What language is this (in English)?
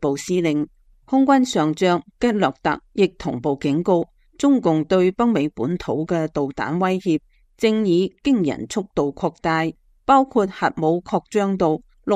Cantonese